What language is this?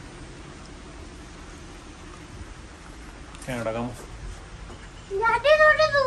Punjabi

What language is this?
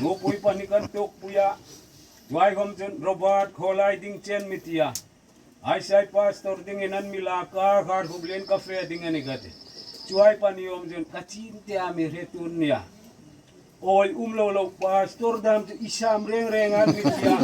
Hmar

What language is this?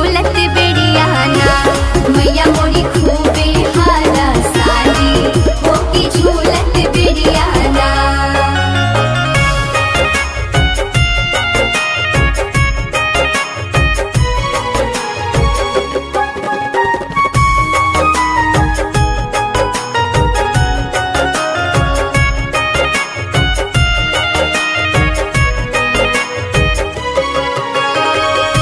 Bhojpuri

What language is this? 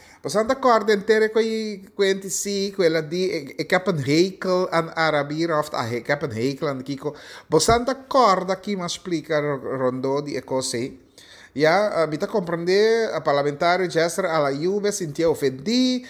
Papiamento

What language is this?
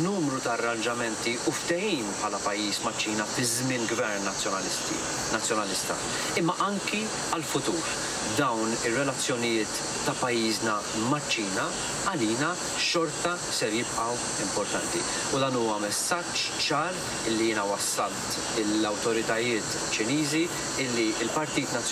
Maltese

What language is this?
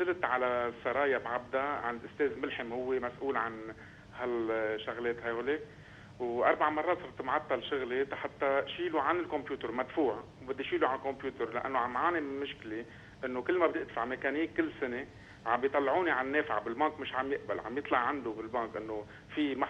North Levantine Arabic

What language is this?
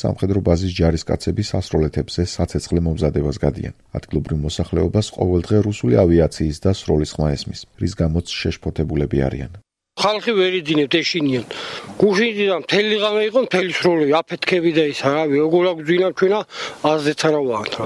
Georgian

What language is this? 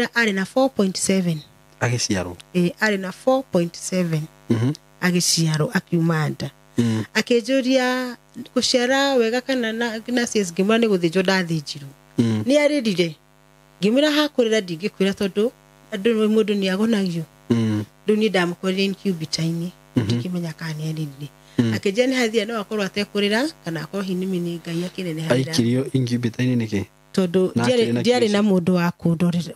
Kikuyu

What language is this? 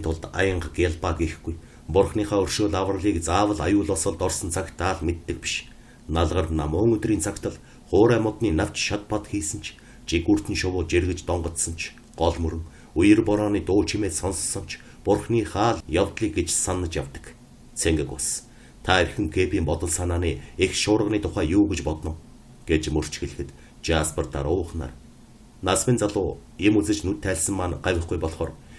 Mongolian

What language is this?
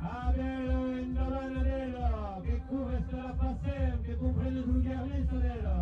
Occitan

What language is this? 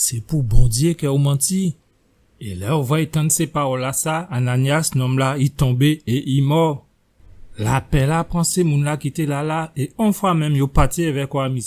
Guadeloupean Creole French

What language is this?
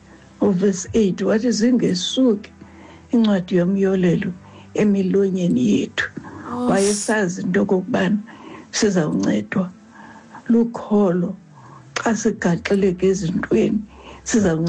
Xhosa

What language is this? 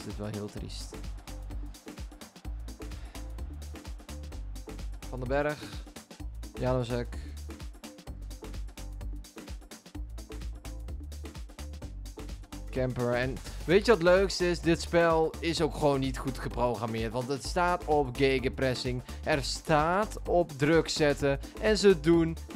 Dutch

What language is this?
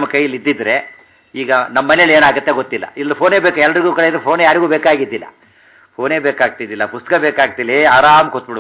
Kannada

